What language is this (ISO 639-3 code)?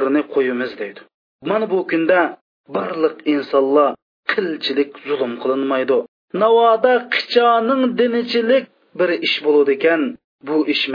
uig